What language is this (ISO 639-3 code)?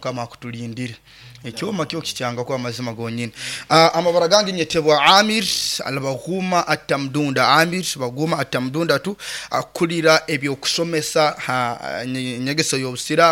nyo